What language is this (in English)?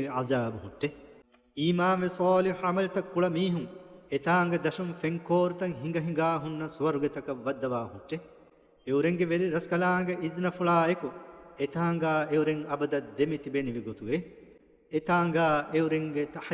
Divehi